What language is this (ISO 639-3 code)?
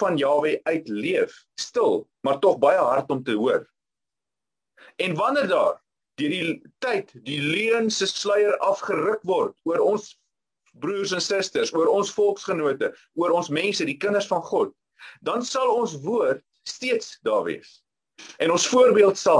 afr